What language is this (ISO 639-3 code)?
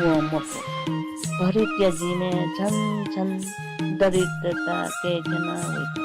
new